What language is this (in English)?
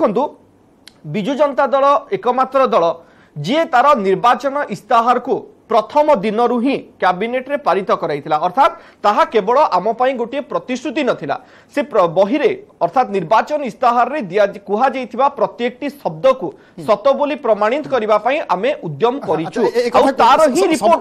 Odia